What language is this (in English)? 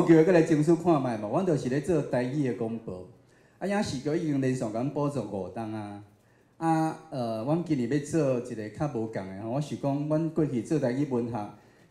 Min Nan Chinese